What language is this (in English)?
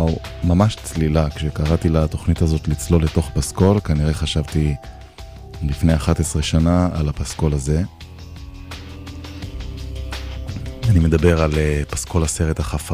Hebrew